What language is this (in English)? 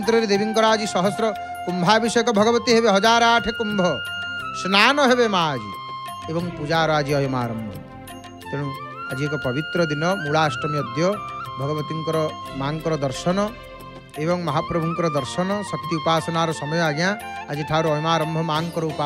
Odia